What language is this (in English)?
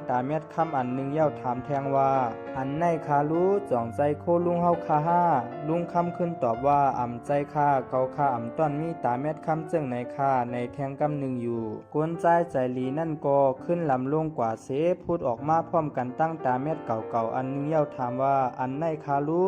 Shan